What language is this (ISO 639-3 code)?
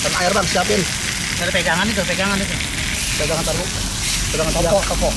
bew